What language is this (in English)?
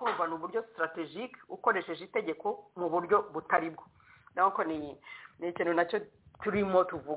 Kinyarwanda